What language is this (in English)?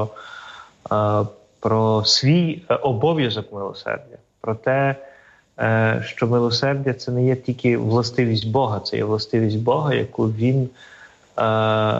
Ukrainian